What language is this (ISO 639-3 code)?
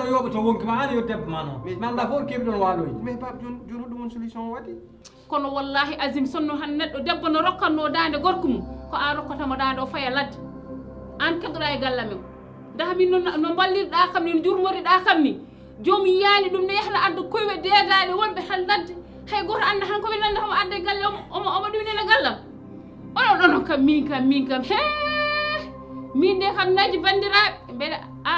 ful